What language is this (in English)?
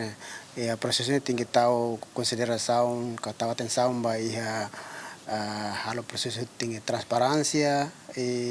Tetum